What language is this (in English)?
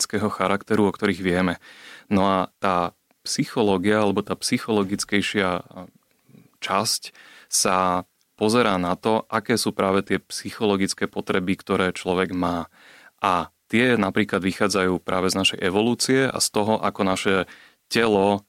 Slovak